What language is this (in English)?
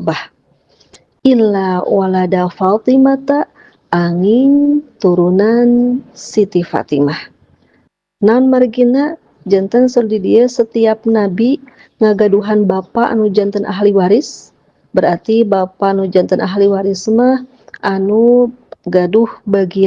Sundanese